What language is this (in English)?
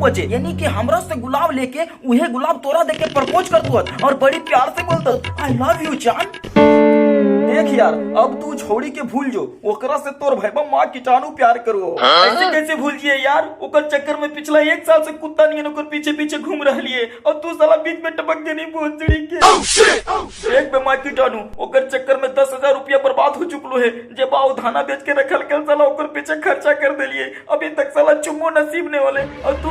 Magahi